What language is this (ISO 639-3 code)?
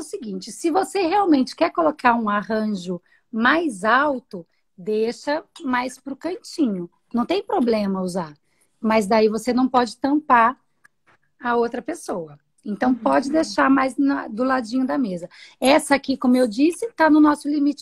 por